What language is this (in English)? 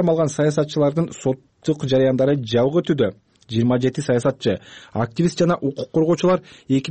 Kyrgyz